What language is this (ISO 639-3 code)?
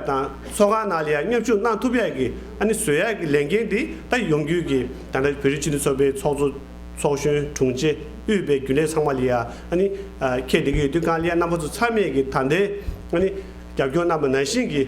bod